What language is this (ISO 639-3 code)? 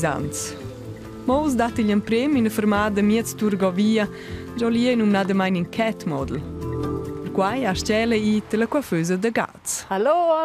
roh